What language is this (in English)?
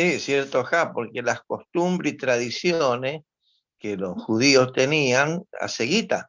Guarani